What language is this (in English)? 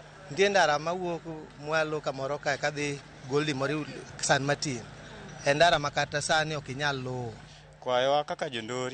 Luo (Kenya and Tanzania)